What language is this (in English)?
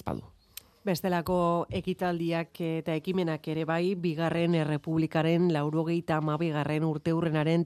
Basque